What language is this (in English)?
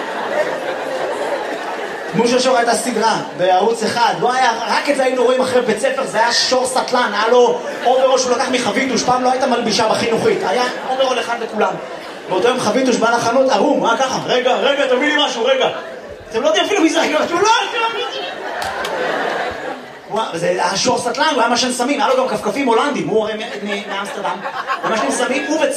Hebrew